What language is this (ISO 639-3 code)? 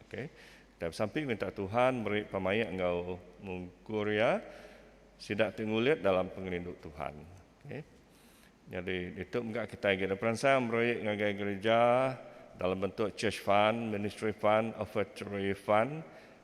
iba